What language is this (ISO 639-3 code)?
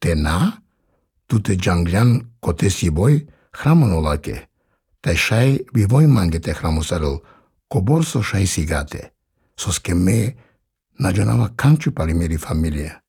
srp